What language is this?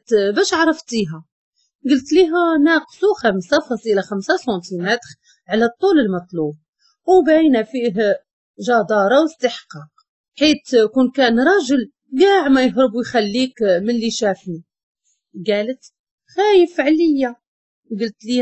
Moroccan Arabic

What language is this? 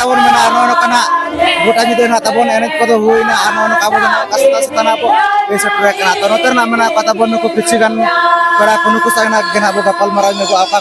Santali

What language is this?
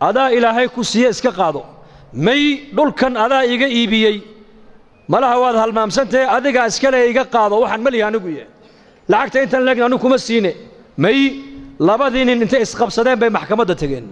Somali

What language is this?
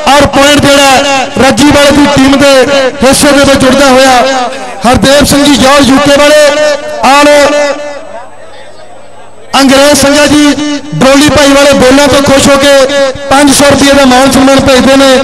Punjabi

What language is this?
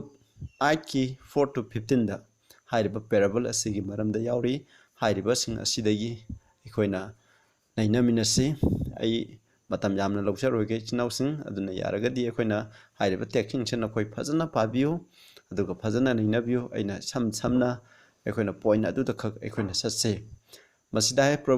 Manipuri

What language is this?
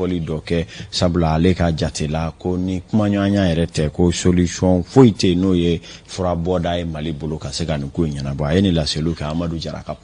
Bambara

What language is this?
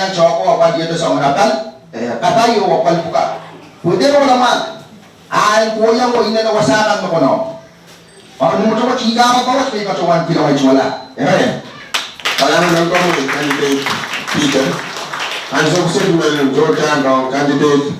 Pohnpeian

